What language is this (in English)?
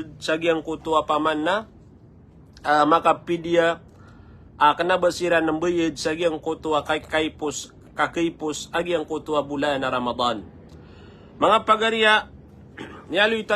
Maranao